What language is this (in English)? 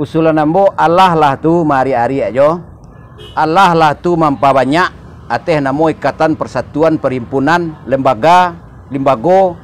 Minangkabau